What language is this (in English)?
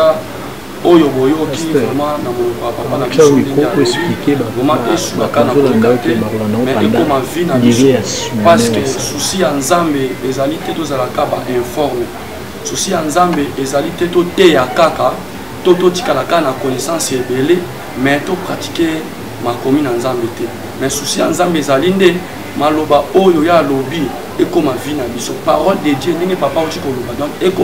Lingala